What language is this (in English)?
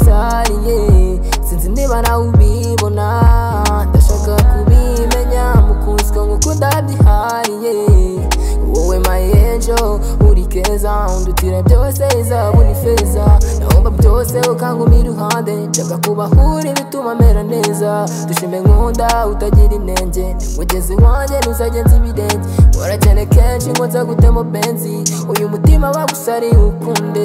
Kinyarwanda